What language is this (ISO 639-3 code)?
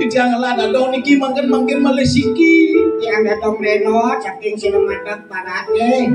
ban